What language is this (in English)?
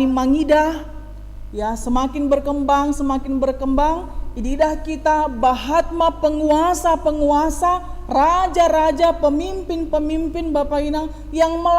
Batak Simalungun